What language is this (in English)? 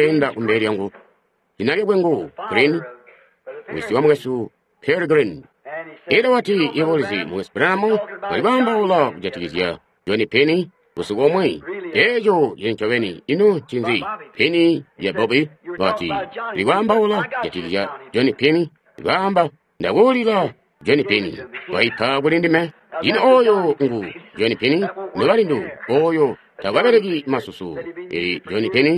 Tonga (Zambia)